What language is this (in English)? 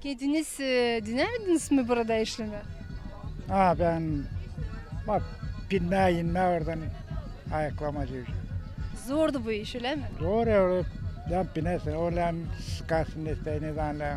Gagauz